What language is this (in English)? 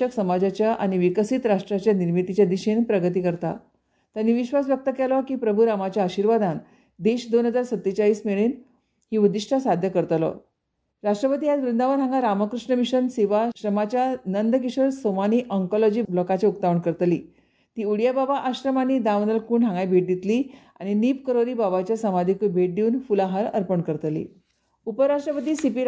Konkani